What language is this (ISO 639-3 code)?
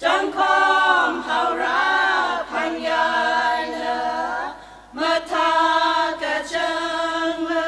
nmf